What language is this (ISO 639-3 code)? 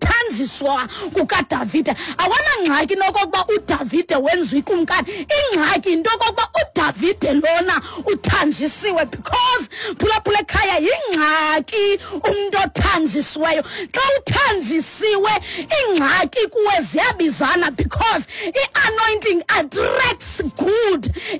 xho